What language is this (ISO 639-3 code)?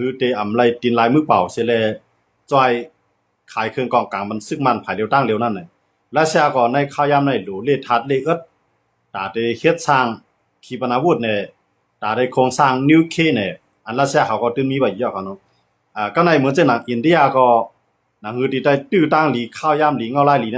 shn